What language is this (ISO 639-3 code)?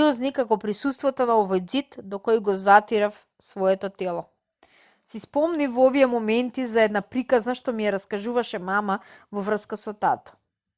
mkd